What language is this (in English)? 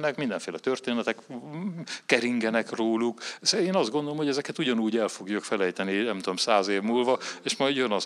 Hungarian